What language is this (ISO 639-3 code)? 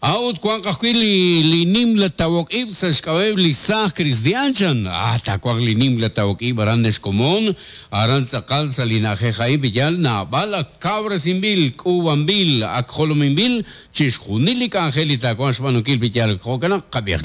kek